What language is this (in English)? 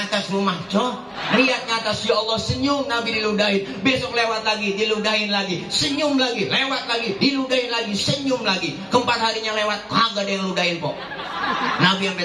Betawi